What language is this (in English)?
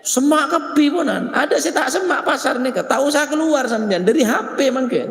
Madurese